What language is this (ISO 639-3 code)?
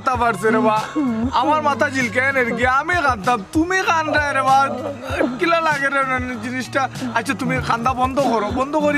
syl